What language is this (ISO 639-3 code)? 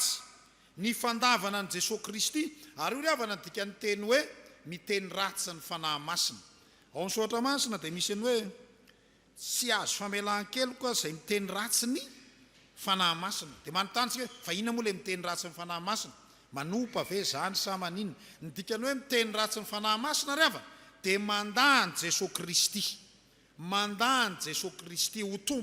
mlg